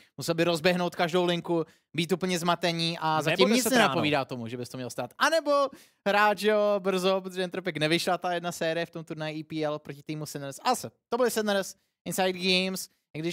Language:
Czech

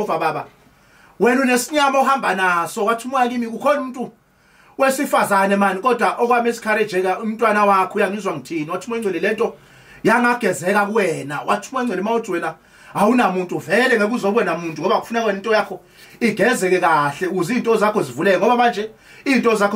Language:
Zulu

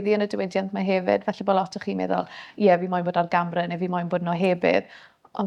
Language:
Welsh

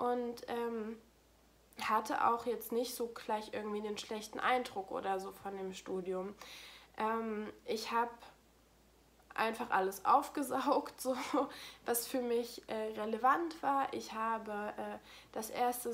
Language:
German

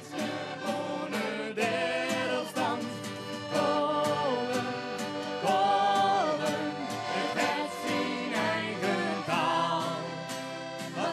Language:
Western Frisian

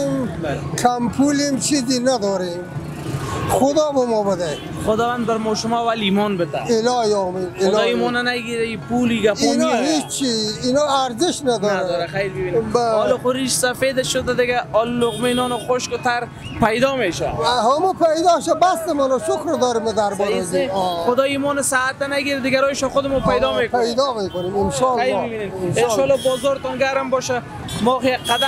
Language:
Persian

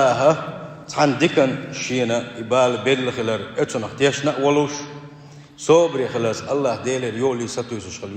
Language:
Chechen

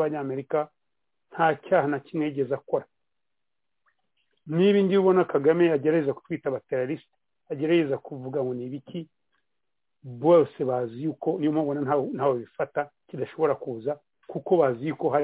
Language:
Kinyarwanda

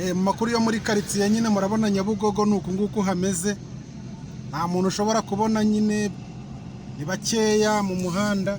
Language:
Kinyarwanda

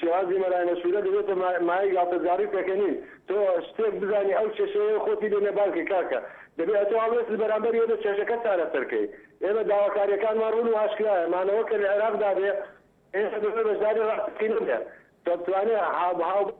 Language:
Central Kurdish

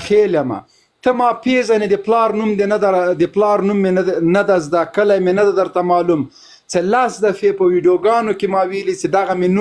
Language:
Pashto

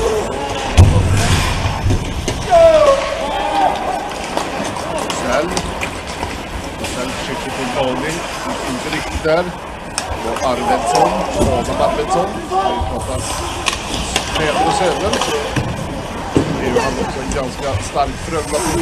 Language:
Swedish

